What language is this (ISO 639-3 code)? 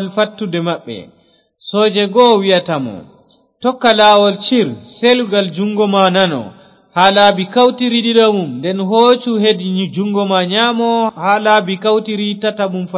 ful